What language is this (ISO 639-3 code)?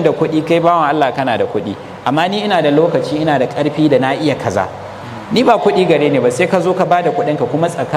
hau